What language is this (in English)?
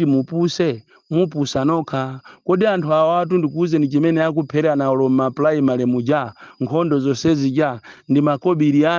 Nyanja